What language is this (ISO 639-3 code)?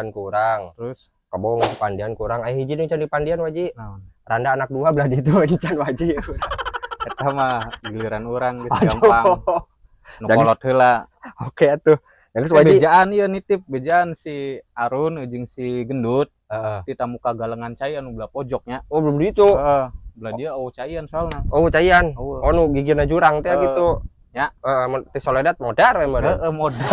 sun